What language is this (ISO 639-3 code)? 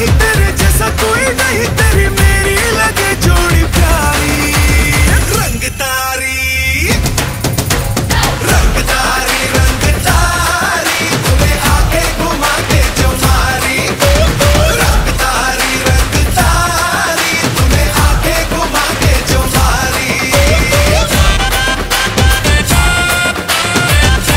hin